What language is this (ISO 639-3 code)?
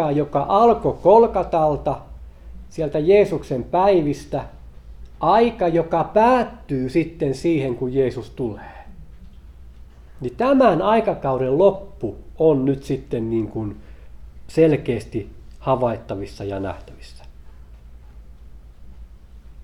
fin